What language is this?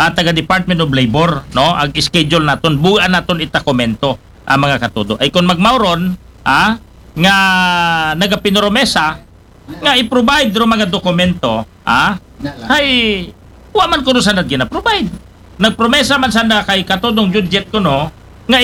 Aklanon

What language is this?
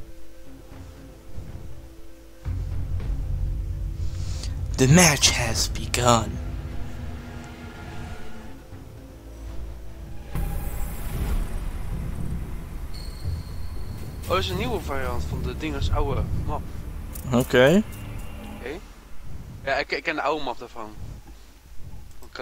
Dutch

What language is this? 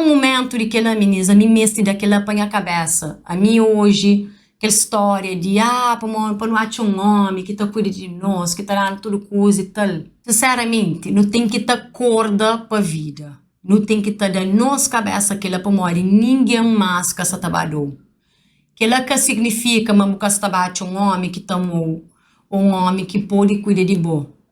Kabuverdianu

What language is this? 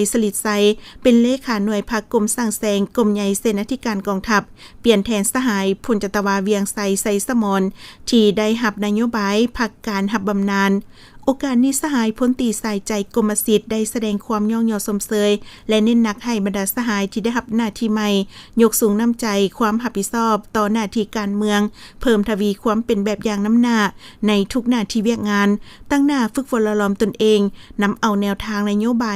Lao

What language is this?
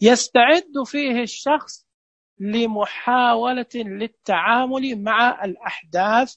Najdi Arabic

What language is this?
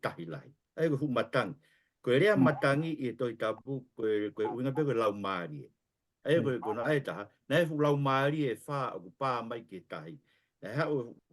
Tongan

